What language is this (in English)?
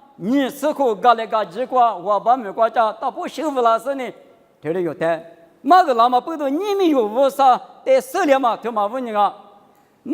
Lisu